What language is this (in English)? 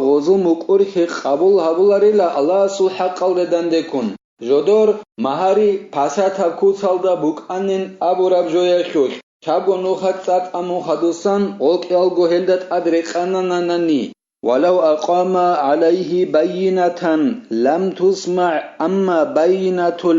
Avaric